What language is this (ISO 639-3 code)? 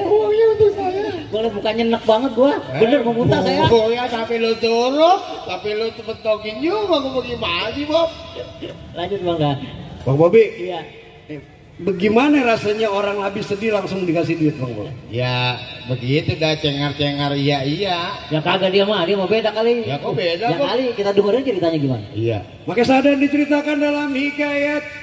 bew